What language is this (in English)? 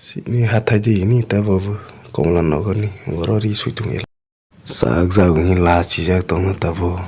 Kok Borok